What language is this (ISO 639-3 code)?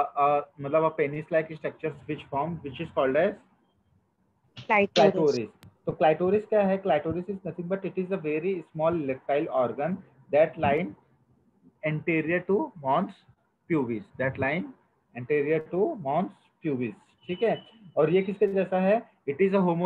hin